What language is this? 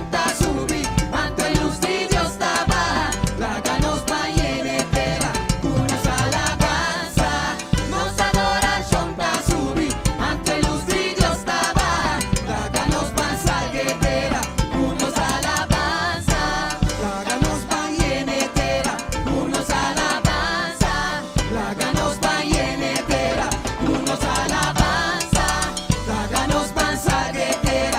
Papiamento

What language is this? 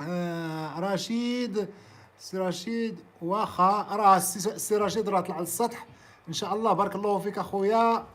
Moroccan Arabic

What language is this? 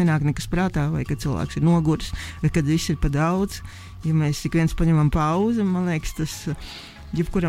Latvian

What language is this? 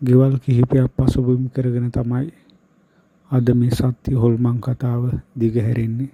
Sinhala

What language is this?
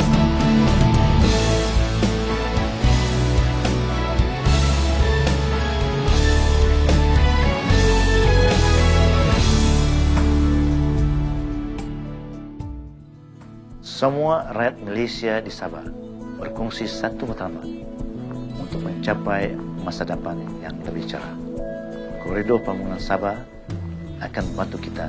Malay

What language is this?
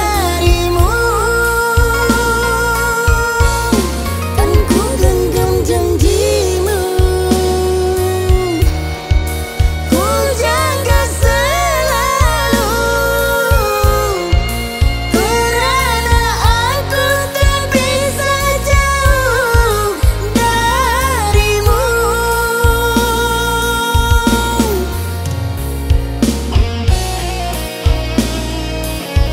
Indonesian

